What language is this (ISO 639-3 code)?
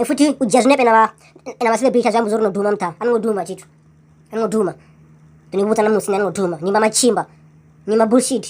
ven